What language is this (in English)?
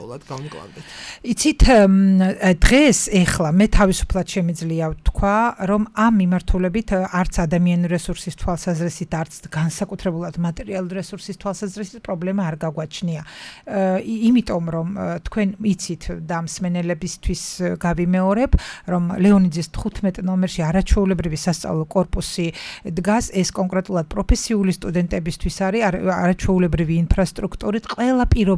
Georgian